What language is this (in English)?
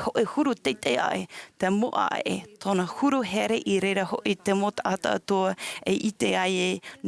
Tahitian